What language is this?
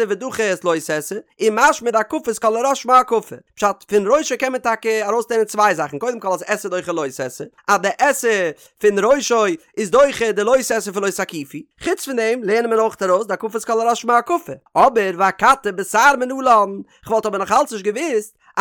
Yiddish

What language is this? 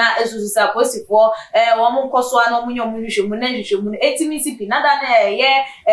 Akan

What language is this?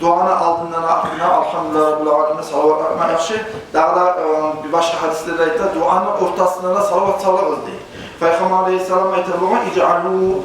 Kumyk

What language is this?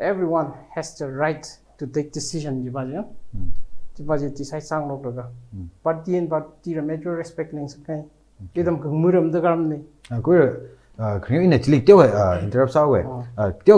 Tangkhul Naga (India)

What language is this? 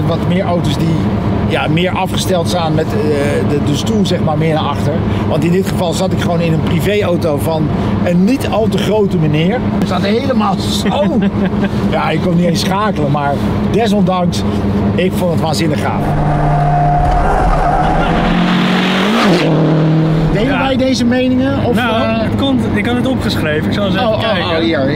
Dutch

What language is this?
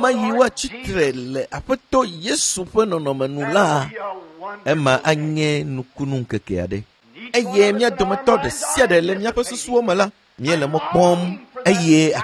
Ewe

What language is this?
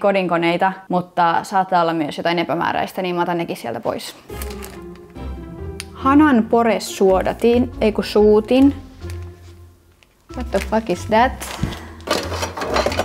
Finnish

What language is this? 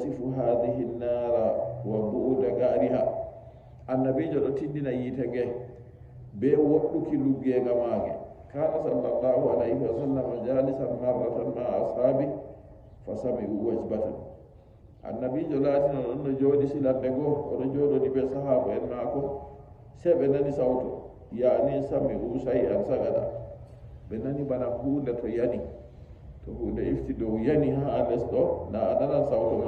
Nigerian Fulfulde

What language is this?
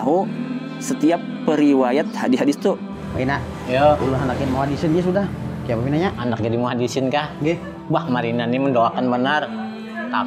Banjar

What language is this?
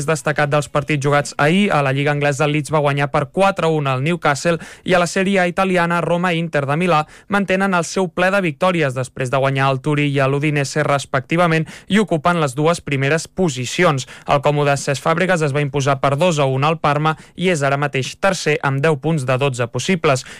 Catalan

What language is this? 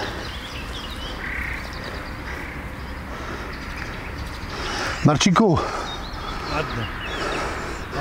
Polish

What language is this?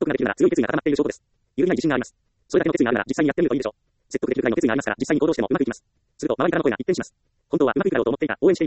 Japanese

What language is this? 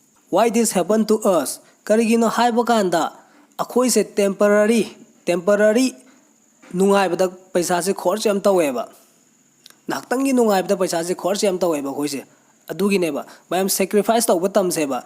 Manipuri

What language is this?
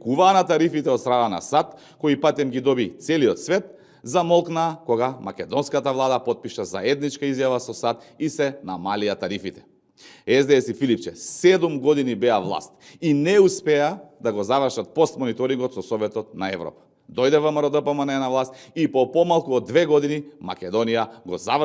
Macedonian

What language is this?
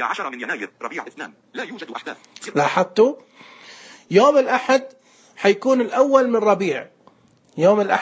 Najdi Arabic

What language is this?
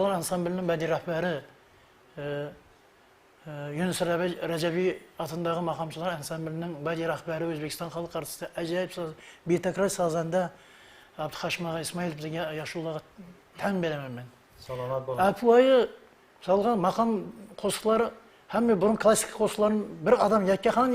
Kara-Kalpak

